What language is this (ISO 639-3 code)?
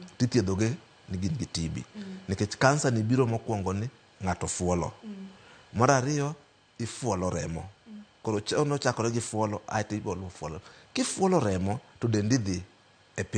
luo